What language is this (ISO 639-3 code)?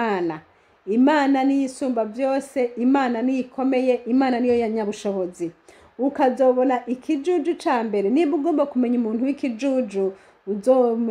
run